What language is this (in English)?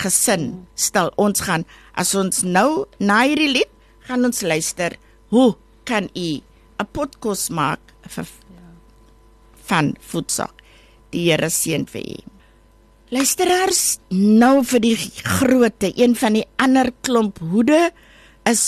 Afrikaans